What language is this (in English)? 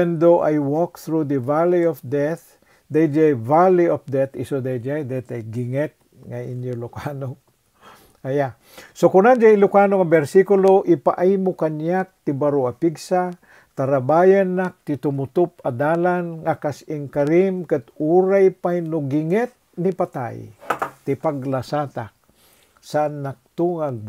Iloko